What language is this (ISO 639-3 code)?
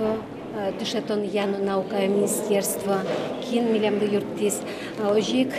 udm